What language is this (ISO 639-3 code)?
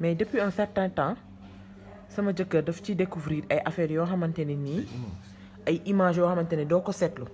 wol